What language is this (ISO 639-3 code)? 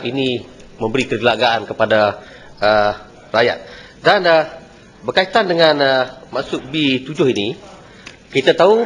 msa